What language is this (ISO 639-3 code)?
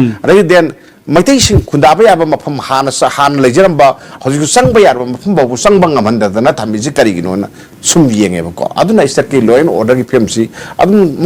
mni